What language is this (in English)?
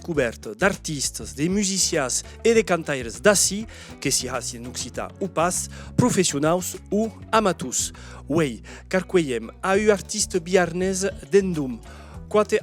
Occitan